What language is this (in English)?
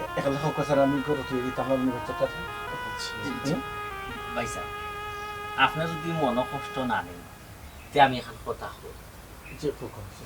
Sylheti